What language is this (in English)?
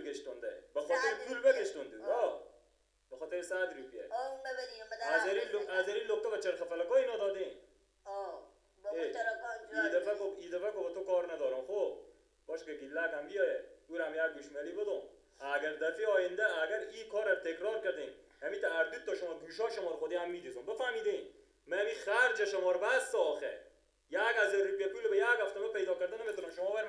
Persian